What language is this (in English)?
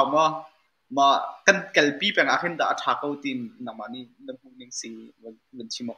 Hakha Chin